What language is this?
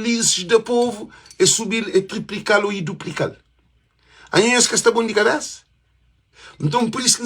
Kabuverdianu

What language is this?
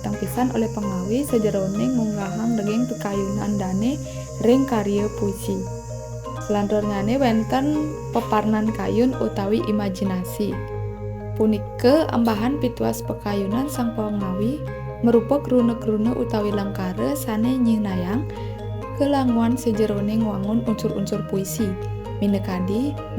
Balinese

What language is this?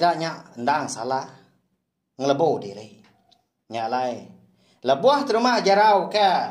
Iban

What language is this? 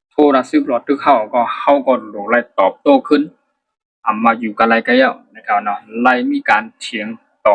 Shan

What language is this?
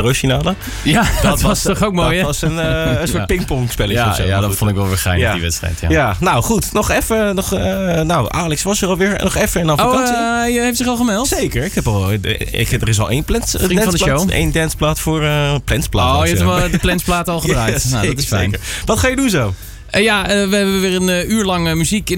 Dutch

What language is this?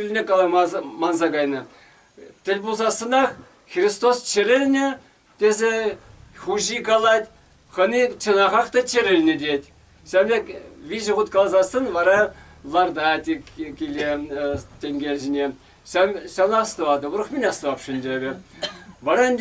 Chuvash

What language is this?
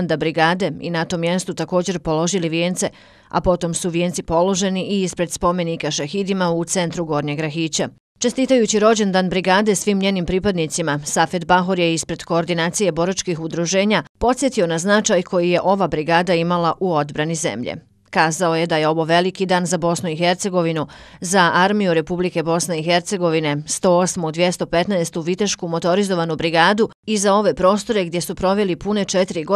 Bosnian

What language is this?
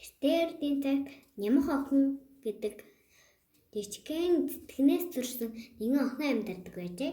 Mongolian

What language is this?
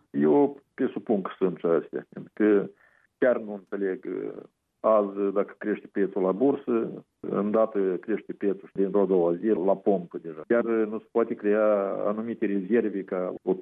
Romanian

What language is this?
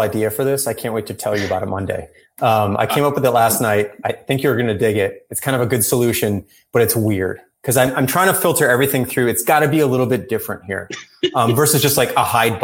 English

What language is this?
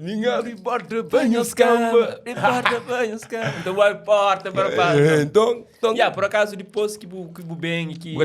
Kabuverdianu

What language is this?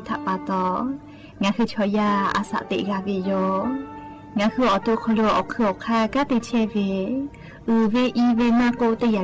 Lahu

